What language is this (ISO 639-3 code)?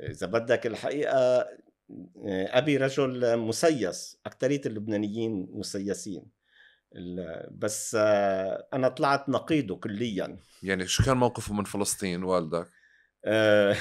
apc